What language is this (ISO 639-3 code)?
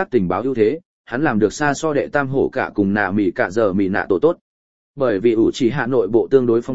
vie